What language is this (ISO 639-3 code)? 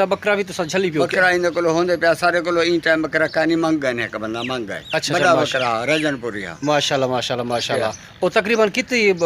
skr